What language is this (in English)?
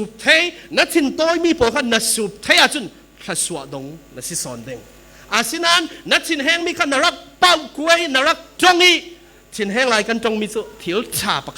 Falam Chin